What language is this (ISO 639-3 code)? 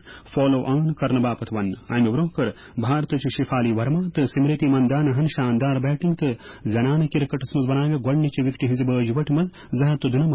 kas